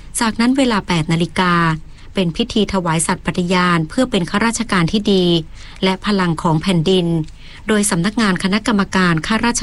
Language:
Thai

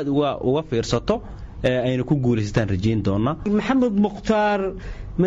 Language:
Somali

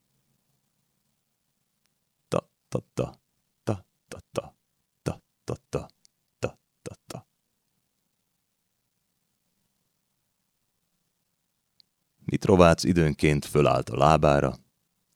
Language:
Hungarian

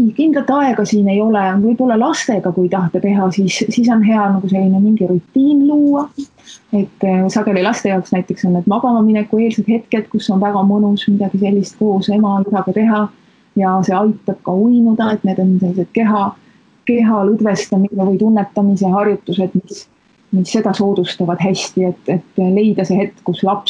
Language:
Estonian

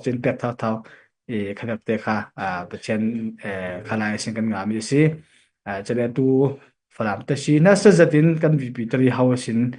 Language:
Falam Chin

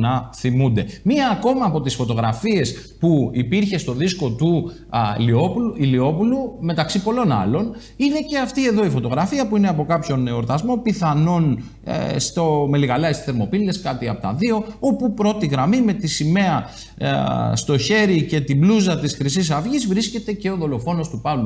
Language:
Greek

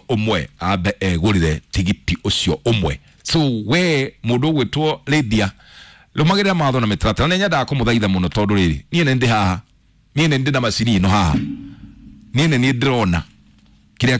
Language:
Kikuyu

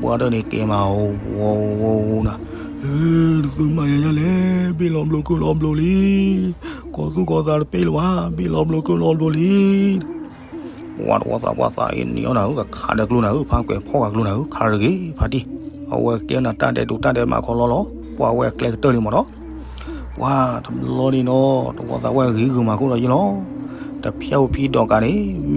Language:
S'gaw Karen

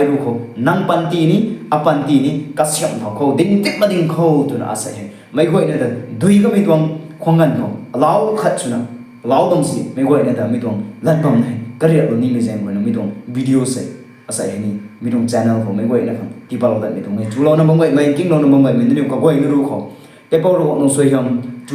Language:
Rongmei Naga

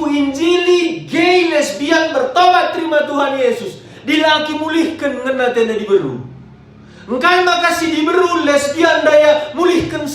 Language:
Batak Karo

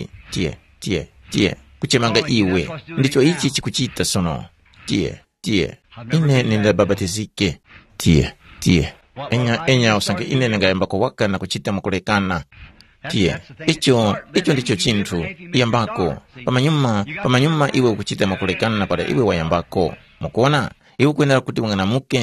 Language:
Tumbuka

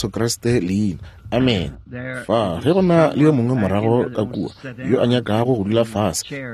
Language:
Northern Sotho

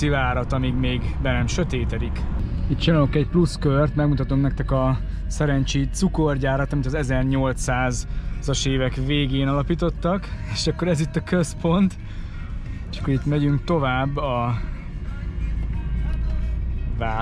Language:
Hungarian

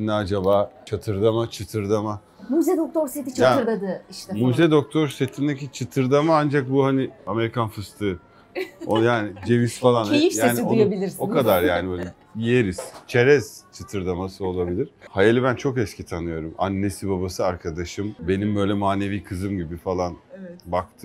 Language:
Turkish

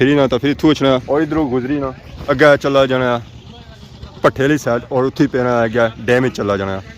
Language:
Pahari-Potwari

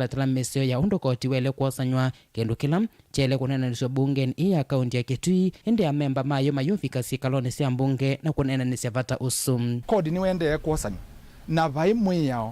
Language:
Kamba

